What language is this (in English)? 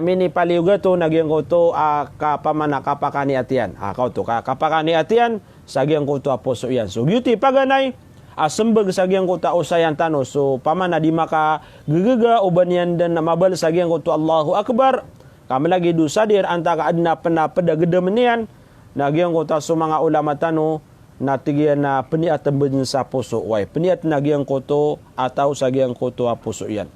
Maranao